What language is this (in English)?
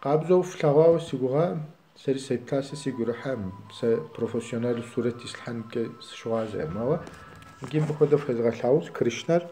Kabardian